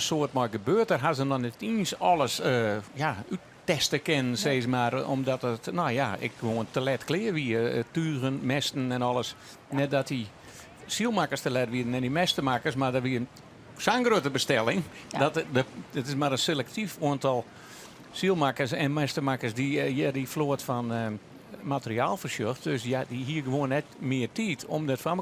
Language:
Western Frisian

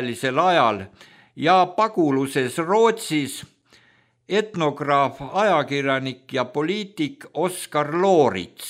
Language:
Estonian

